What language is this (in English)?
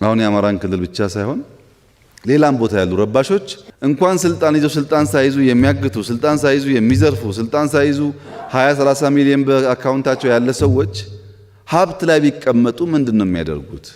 Amharic